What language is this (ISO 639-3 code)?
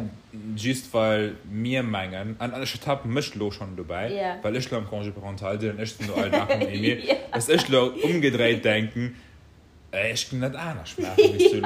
ltz